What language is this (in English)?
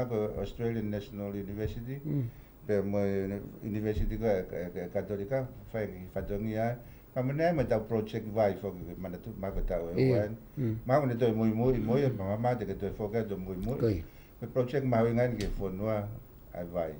Tongan